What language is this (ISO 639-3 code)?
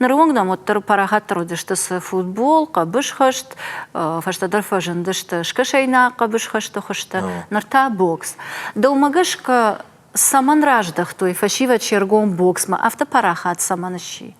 oss